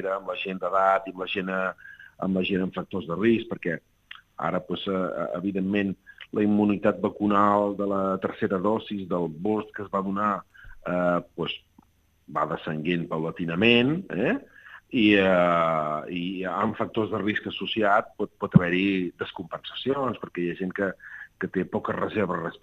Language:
Catalan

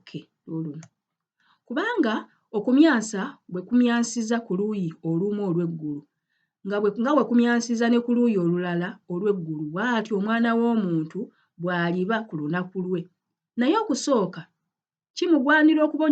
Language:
Ganda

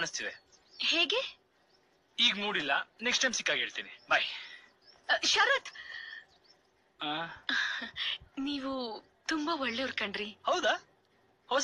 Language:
Kannada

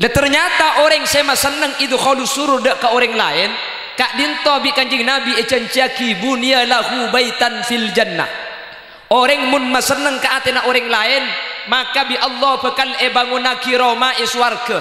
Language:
Madurese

